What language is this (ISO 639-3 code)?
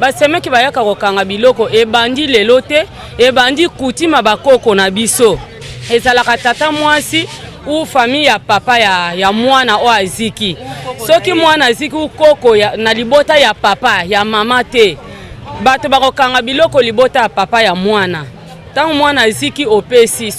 lin